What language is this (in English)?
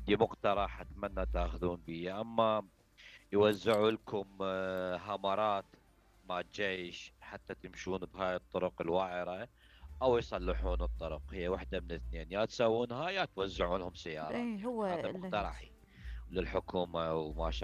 Mesopotamian Arabic